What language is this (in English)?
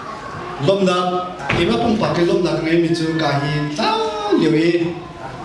Hakha Chin